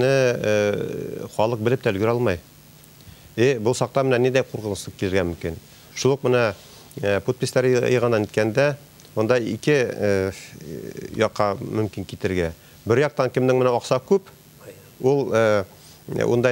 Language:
Bashkir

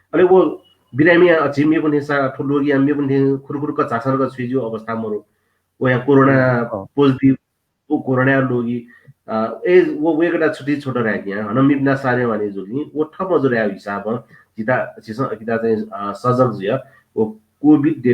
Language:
Newari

